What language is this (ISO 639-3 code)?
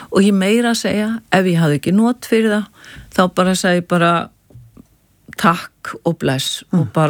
isl